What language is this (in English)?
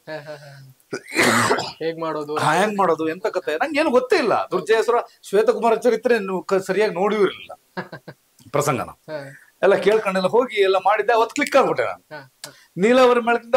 Kannada